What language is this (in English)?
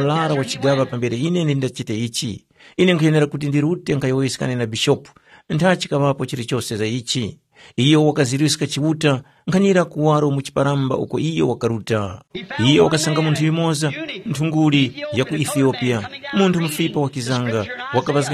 Tumbuka